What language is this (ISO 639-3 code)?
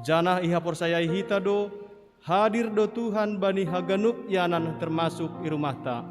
bts